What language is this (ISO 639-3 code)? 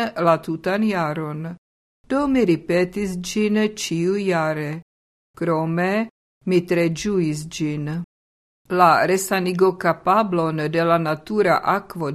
epo